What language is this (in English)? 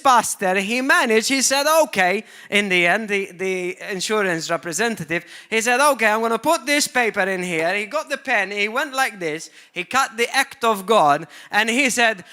English